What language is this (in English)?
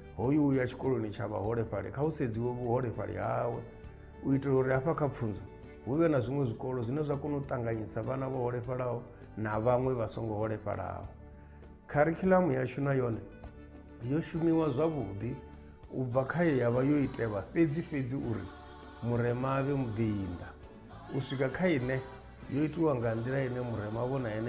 Venda